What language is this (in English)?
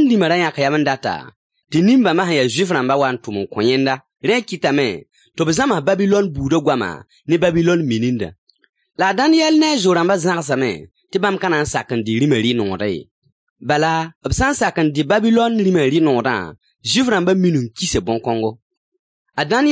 Mossi